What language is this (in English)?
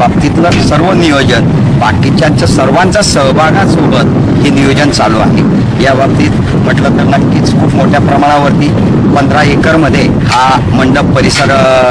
Marathi